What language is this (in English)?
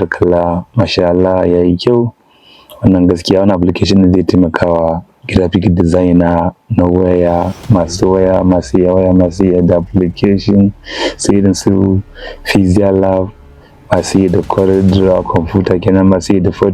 Hausa